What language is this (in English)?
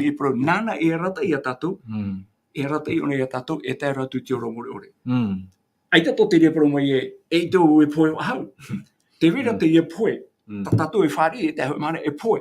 Tahitian